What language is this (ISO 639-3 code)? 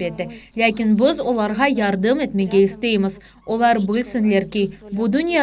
crh